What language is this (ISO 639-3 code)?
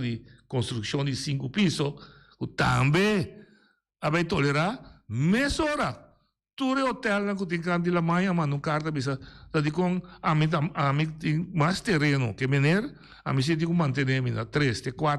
pap